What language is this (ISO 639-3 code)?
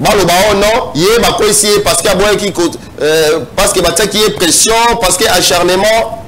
lin